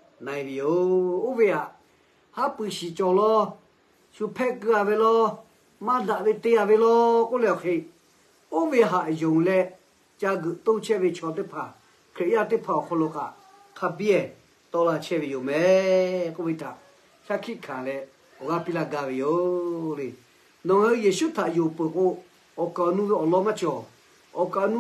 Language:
Lahu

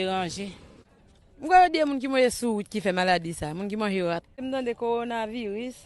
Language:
Haitian Creole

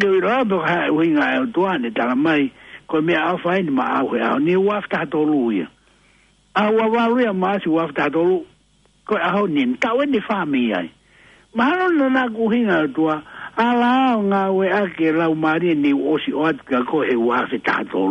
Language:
Tongan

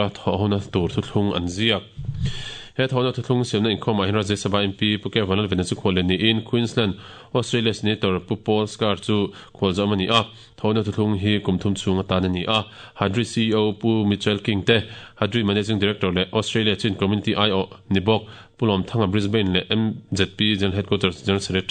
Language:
Mizo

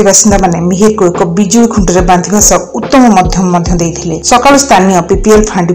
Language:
Odia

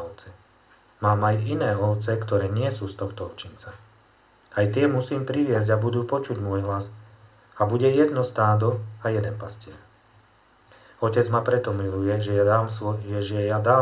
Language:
Slovak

